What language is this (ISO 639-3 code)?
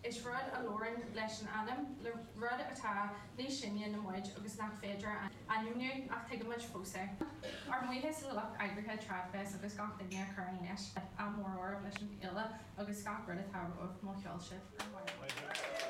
gle